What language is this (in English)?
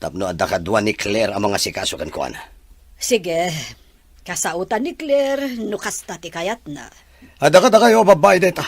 Iloko